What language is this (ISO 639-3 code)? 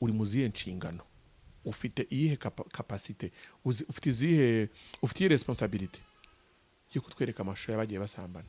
kin